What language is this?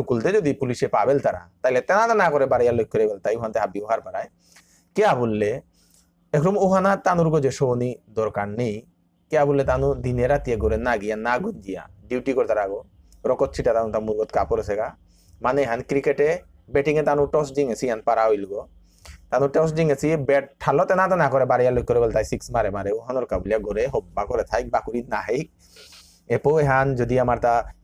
Bishnupriya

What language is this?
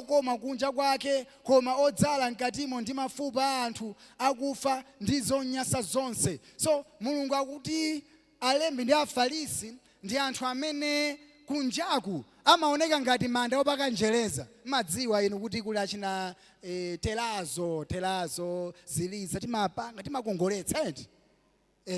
Nyanja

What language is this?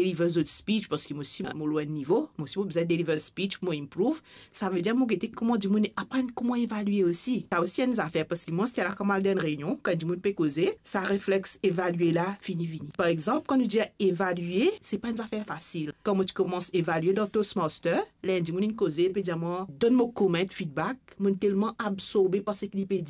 Morisyen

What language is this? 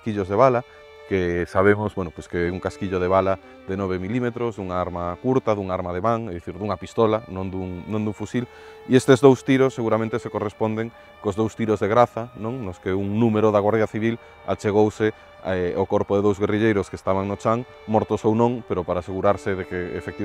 Galician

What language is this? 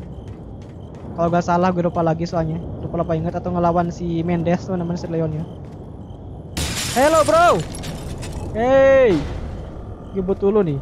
Indonesian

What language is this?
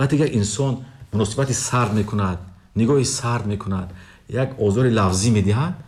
Tajik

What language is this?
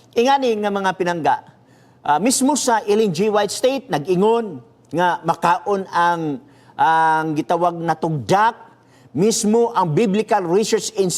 Cebuano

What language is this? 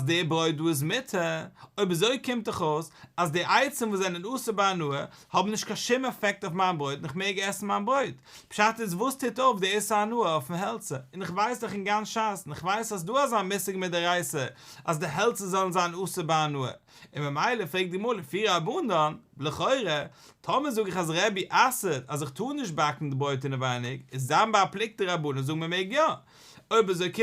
Yiddish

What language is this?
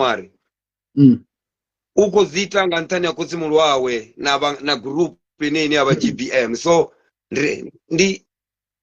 Venda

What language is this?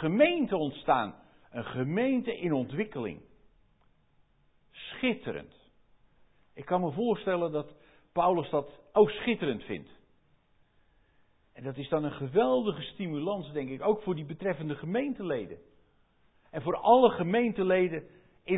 Dutch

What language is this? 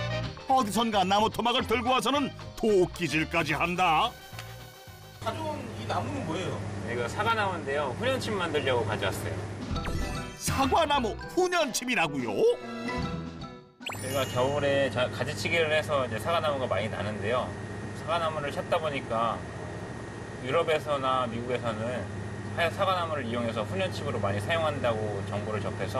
Korean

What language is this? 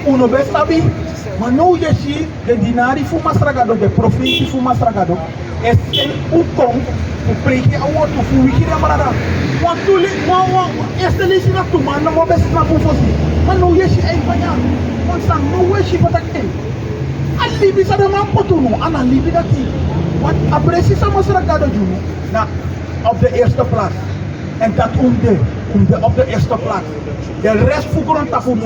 Sranan Tongo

